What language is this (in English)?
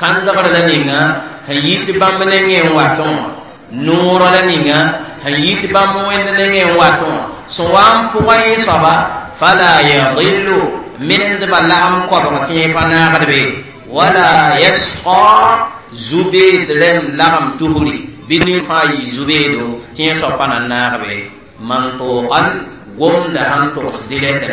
Mossi